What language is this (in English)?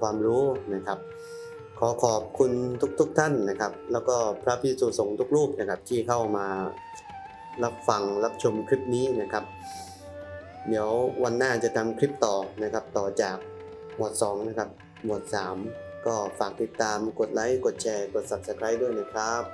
Thai